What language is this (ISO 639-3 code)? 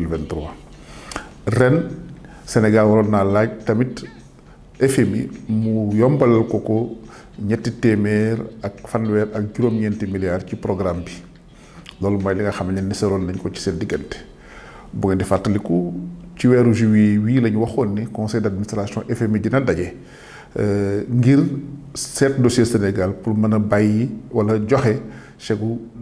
wol